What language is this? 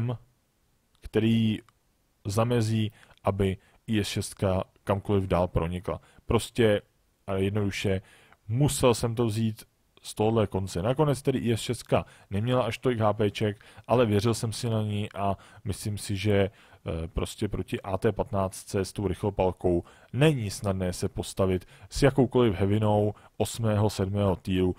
Czech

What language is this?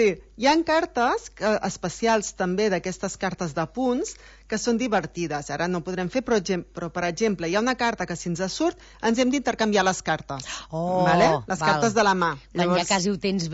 Catalan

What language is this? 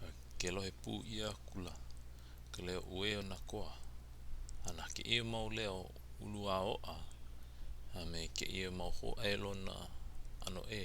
Hawaiian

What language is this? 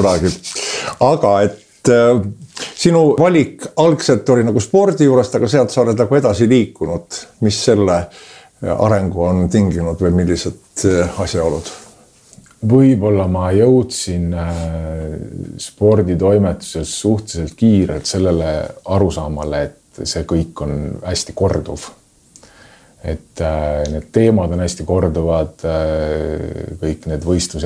Estonian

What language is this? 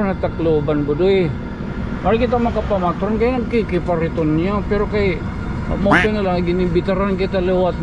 Waray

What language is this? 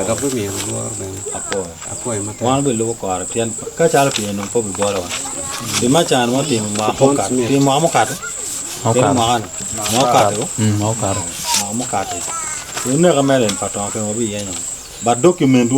Acoli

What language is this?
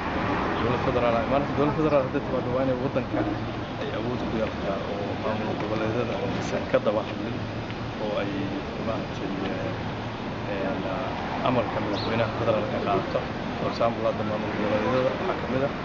Somali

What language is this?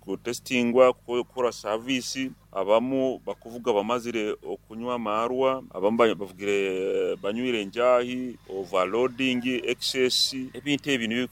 Nyankole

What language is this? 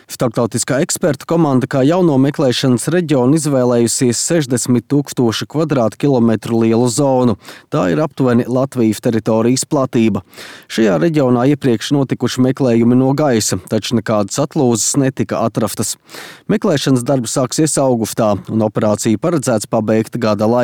Latvian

